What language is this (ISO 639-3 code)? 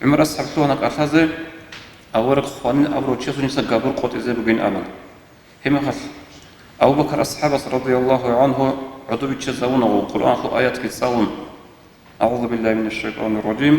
ava